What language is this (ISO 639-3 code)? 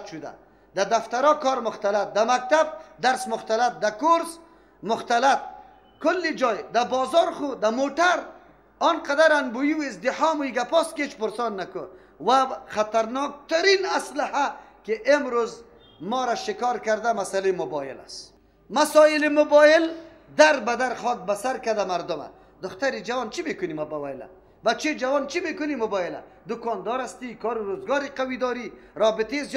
fas